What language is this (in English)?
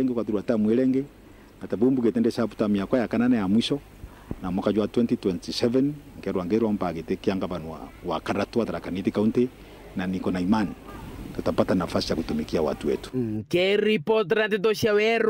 Meru